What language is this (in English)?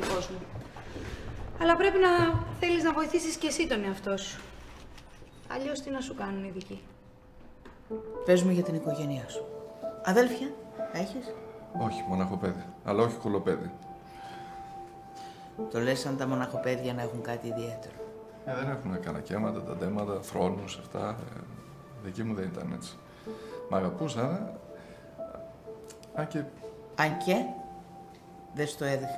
Greek